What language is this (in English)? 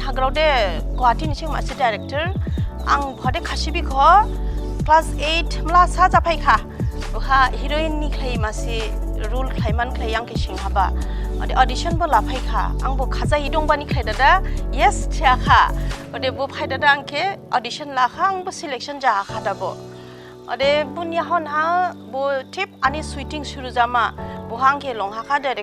Dimasa